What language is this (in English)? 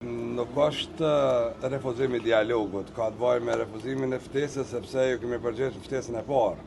Albanian